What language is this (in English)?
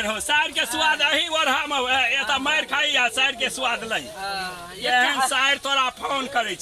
Maithili